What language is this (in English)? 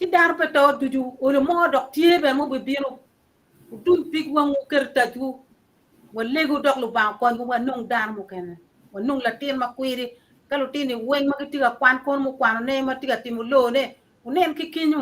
Acoli